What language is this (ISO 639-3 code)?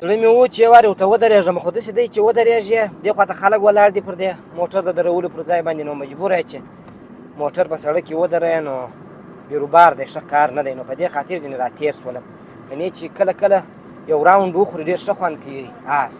pus